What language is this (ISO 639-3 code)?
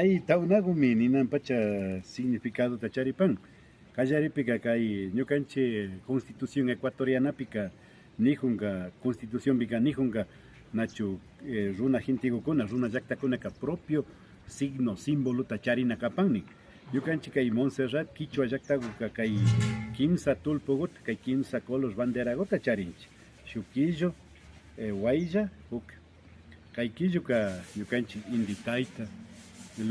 qvi